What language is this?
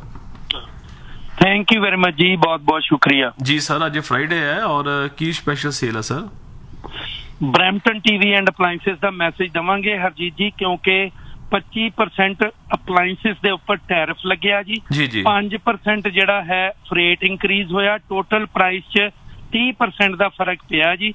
Punjabi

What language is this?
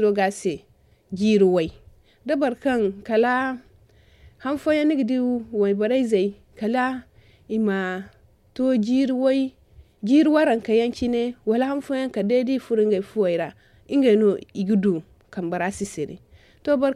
Zarma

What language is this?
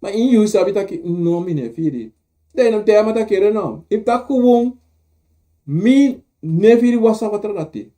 Sranan Tongo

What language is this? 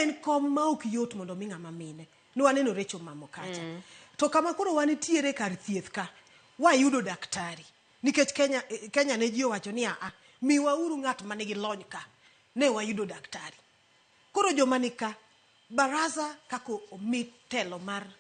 Luo (Kenya and Tanzania)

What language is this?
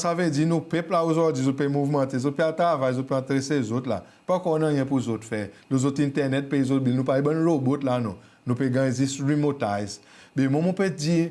Seselwa Creole French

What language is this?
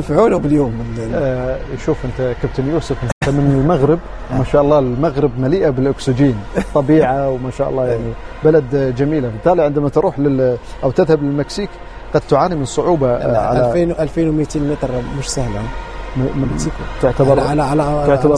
Arabic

